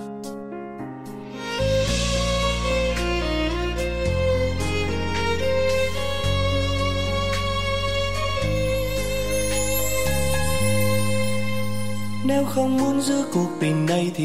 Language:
Vietnamese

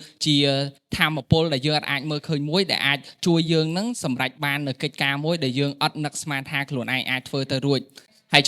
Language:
Khmer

